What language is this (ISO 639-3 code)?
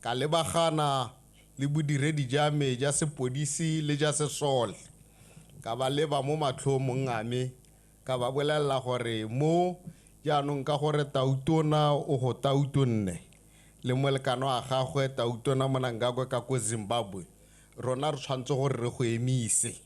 tsn